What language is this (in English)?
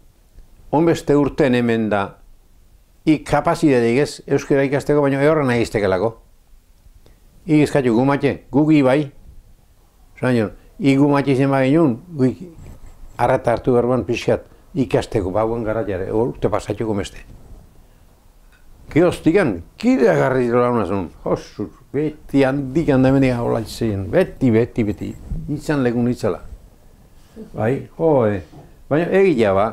Basque